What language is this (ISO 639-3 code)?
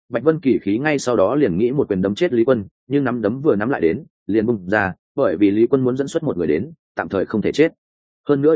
vie